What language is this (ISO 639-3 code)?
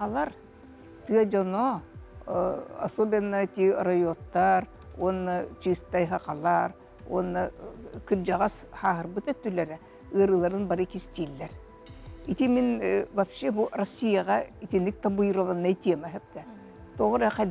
sah